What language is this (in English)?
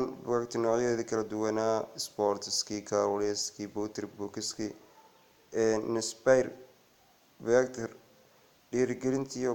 Somali